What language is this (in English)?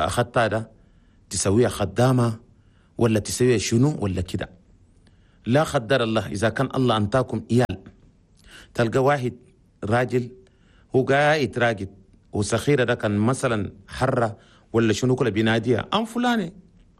Chadian Arabic